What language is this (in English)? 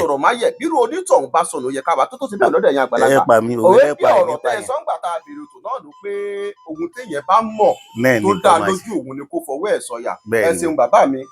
Yoruba